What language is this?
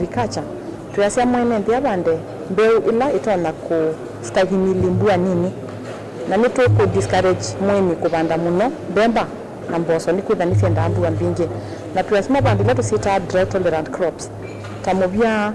Kamba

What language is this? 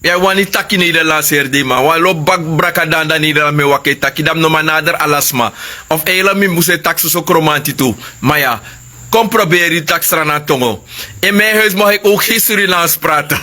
Sranan Tongo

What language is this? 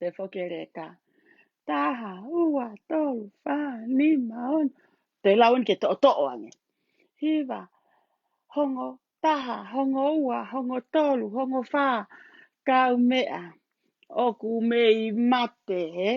Tongan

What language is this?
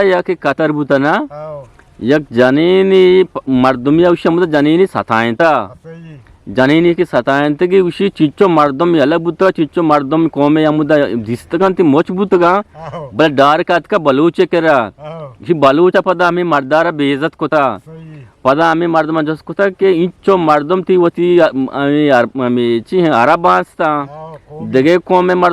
Eastern Balochi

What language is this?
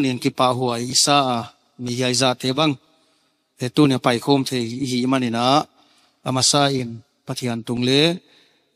Tedim Chin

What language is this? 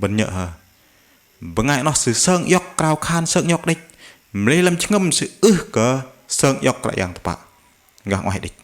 Bahnar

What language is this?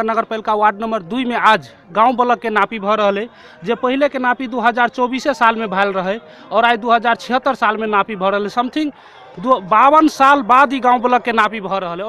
Maithili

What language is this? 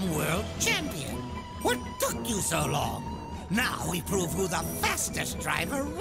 English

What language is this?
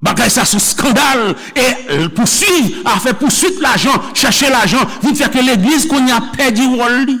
Haitian Creole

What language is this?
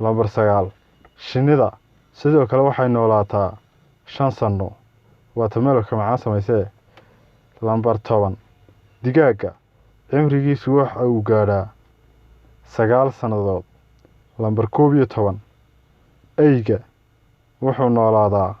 Somali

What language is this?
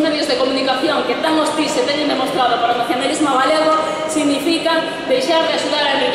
Galician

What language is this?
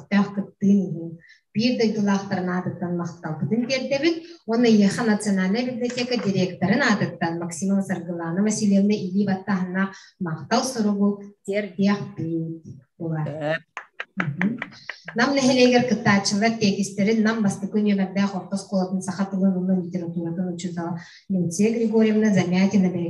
Yakut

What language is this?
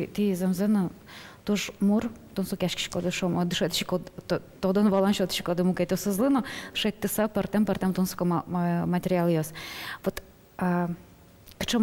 Udmurt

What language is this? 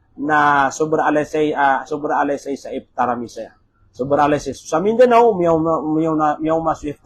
Maranao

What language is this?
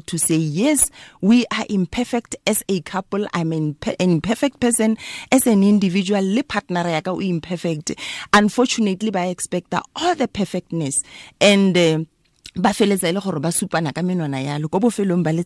Tswana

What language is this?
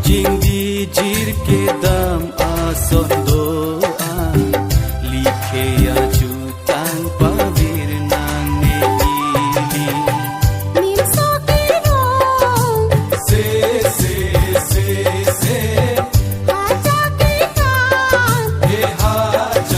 Karbi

